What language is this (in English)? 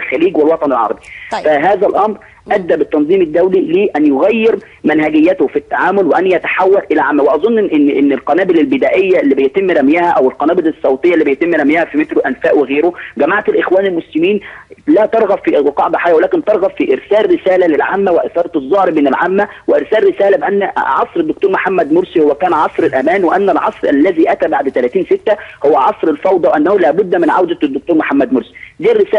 Egyptian Arabic